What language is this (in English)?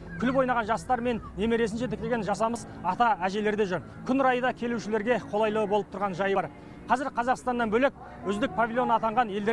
Kazakh